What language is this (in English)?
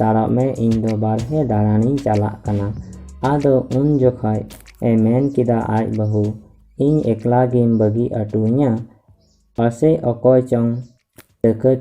Santali